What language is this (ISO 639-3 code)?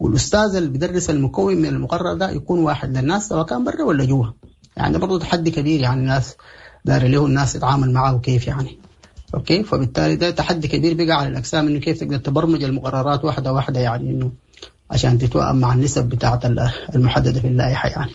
apd